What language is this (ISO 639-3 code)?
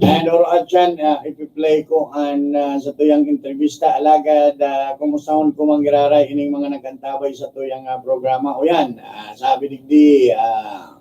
bik